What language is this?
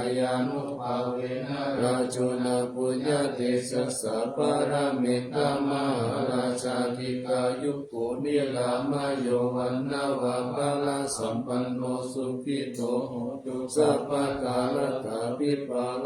Pali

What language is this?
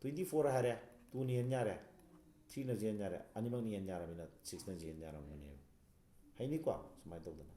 Manipuri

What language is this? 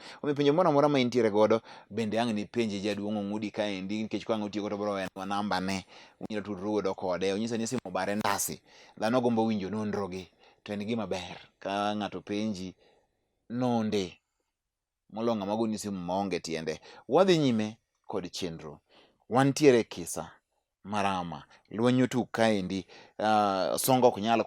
Luo (Kenya and Tanzania)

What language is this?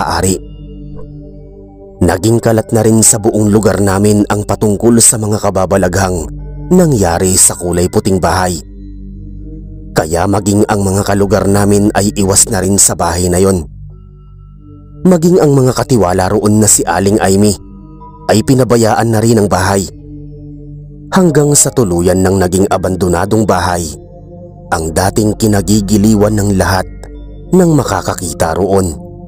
Filipino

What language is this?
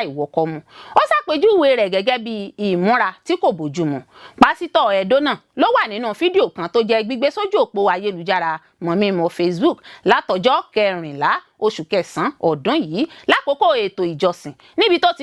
Yoruba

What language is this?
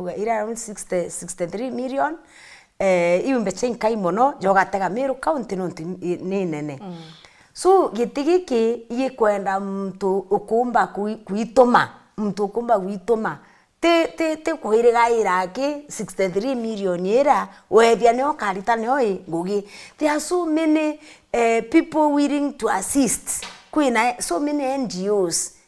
Meru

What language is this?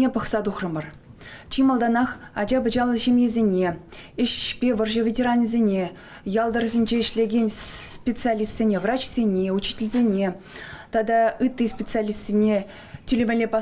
Chuvash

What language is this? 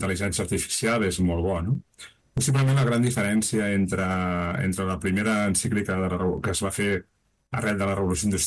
Catalan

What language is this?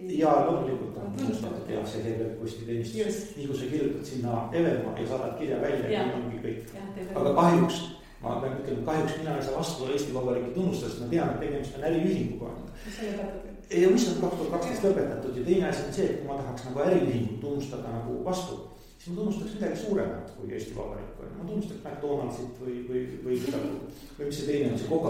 Estonian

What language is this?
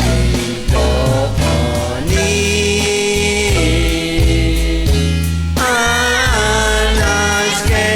Kekchí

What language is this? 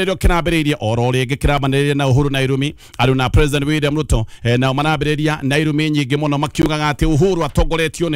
Kikuyu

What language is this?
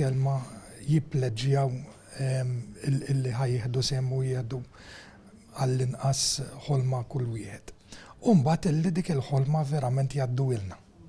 Maltese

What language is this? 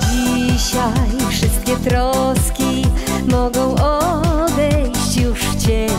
Polish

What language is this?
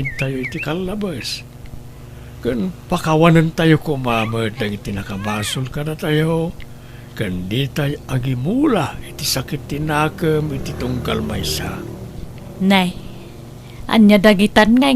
Iloko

